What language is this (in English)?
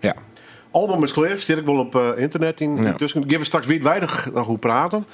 Western Frisian